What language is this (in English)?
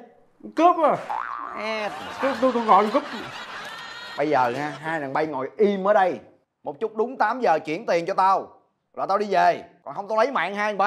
Vietnamese